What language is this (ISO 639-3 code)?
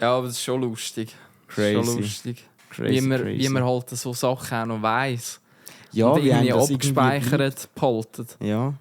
gsw